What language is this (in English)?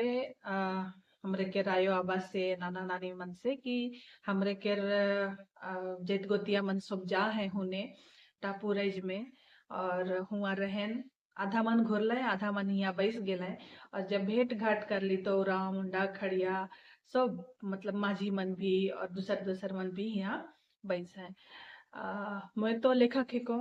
Sadri